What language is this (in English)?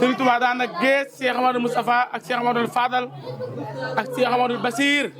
Wolof